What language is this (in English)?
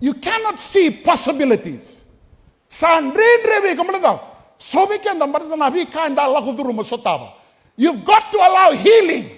Fijian